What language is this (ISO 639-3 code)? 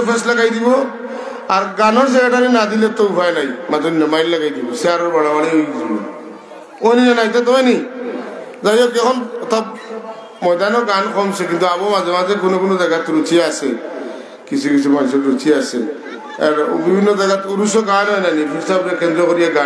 syl